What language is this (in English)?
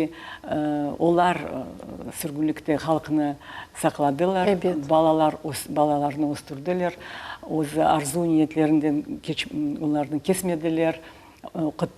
Crimean Tatar